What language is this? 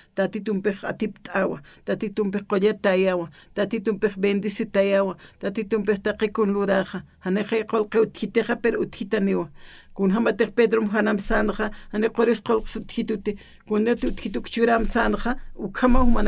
Aymara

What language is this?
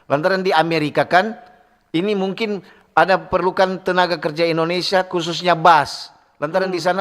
Manado Malay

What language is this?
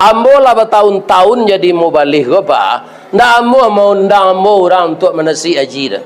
Minangkabau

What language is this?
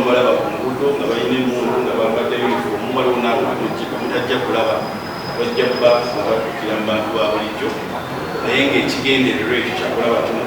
Ganda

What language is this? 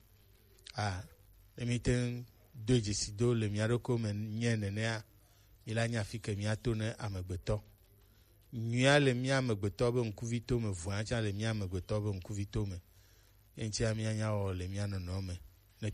Gen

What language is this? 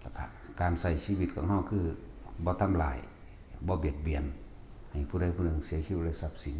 Northeastern Thai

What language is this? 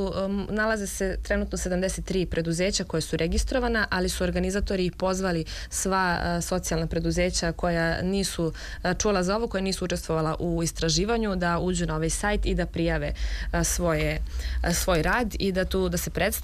Serbian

